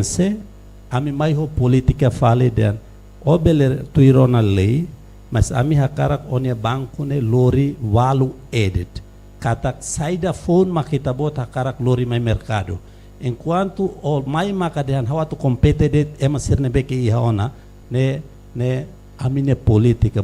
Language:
Tetum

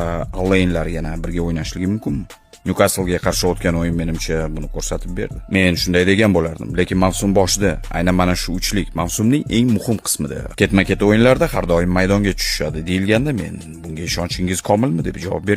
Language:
Uzbek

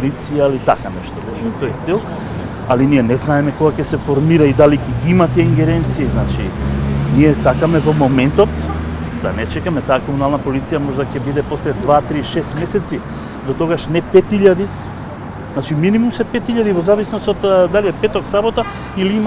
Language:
Macedonian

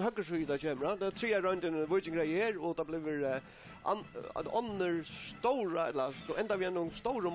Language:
Faroese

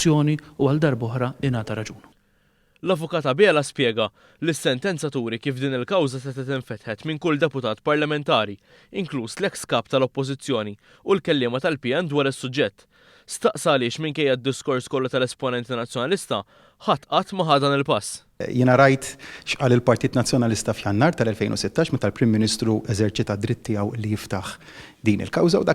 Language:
Maltese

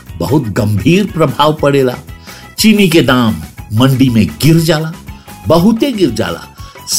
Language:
Bhojpuri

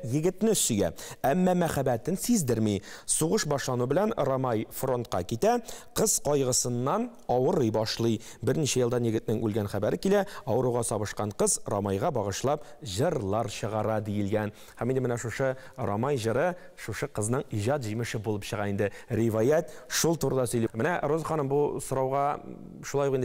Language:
Tatar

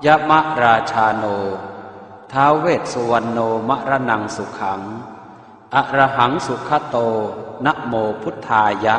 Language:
Pali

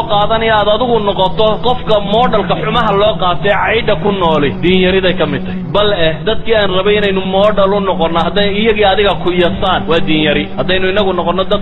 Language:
Somali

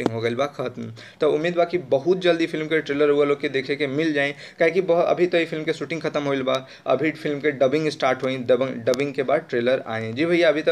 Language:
Bhojpuri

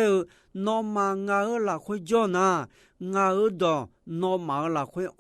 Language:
Akha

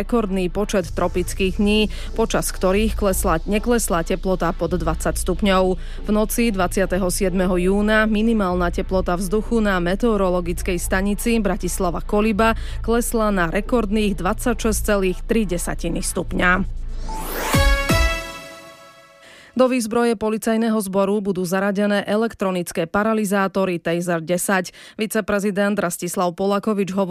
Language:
Slovak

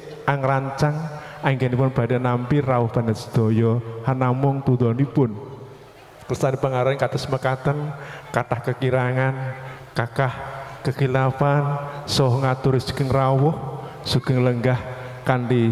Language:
Javanese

